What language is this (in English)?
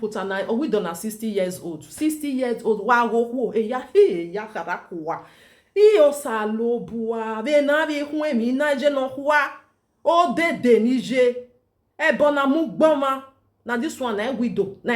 Nigerian Pidgin